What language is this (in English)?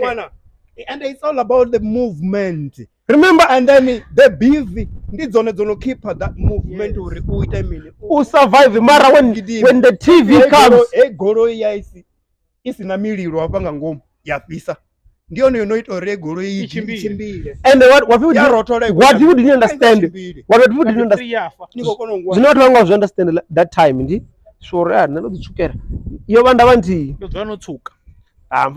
Venda